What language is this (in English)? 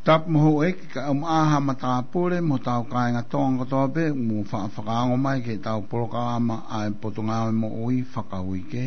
Tongan